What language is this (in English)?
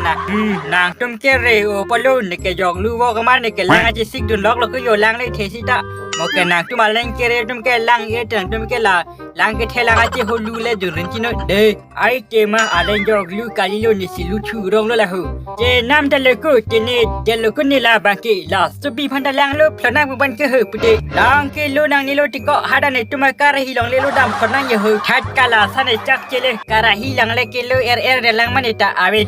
Karbi